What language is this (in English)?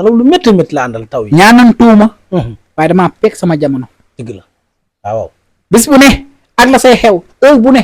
Wolof